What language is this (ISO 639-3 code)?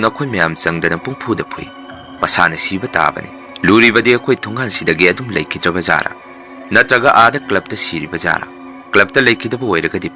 mni